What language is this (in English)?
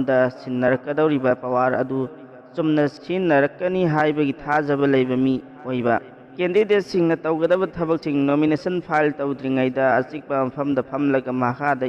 Manipuri